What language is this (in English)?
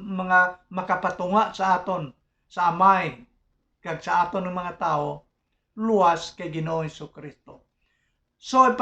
Hiligaynon